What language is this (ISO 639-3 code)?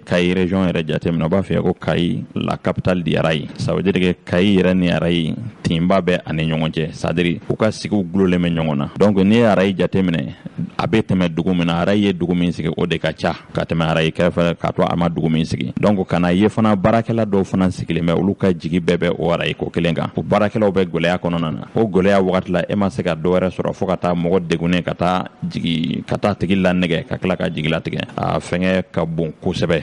bam